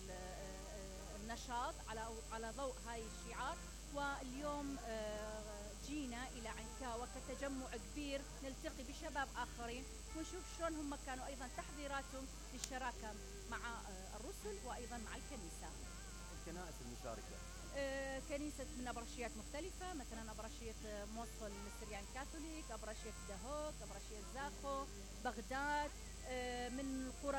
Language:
Mesopotamian Arabic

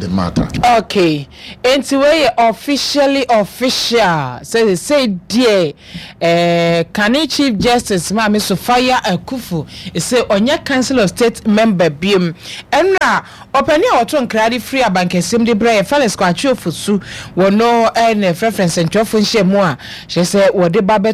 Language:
Akan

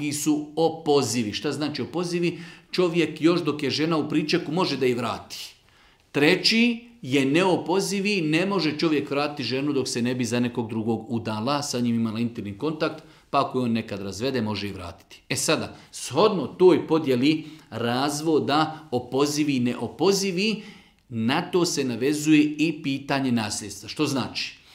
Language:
Bosnian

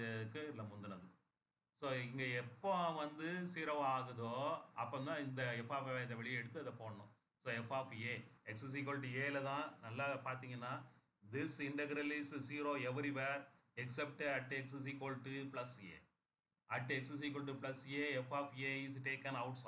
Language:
Tamil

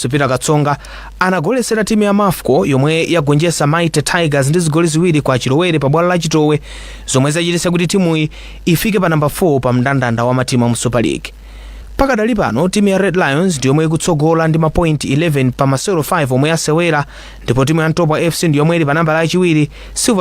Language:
Nyanja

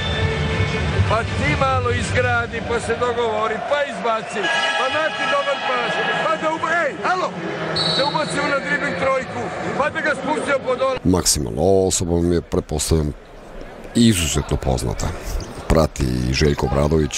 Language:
Serbian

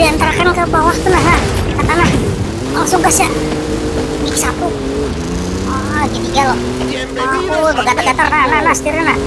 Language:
Banjar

